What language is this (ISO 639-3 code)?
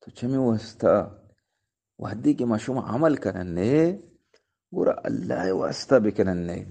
bgp